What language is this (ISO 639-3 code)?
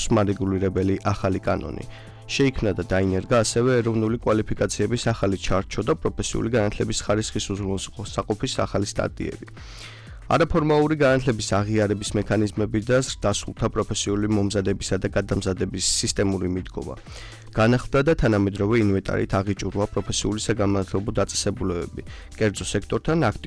kat